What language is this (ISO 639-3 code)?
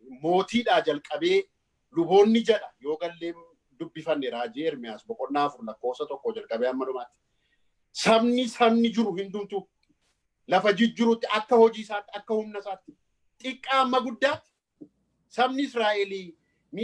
orm